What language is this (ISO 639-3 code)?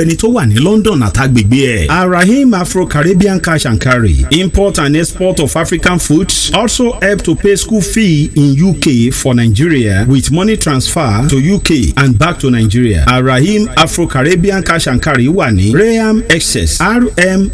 yor